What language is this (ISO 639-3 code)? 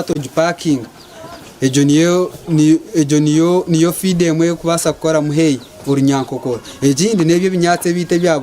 nyn